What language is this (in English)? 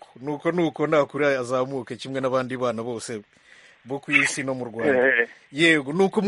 Kinyarwanda